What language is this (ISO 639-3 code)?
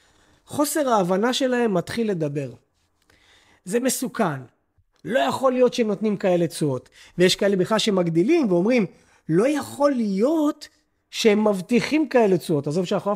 heb